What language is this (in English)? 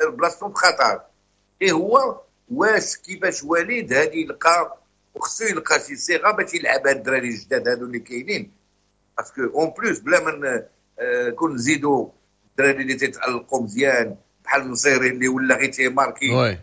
Moroccan Arabic